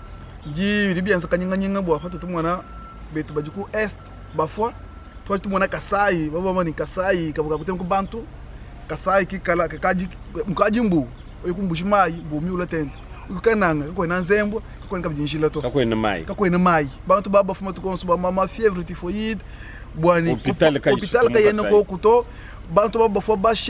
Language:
Luba-Lulua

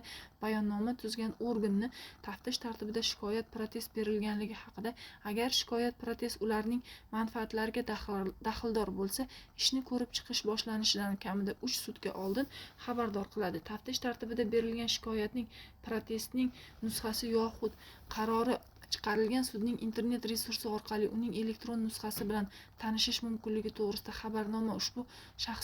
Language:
Uzbek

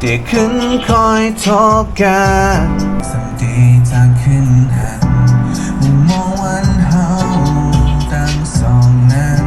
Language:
Shan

